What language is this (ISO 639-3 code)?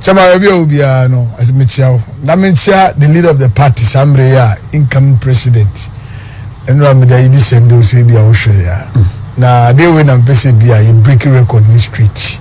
aka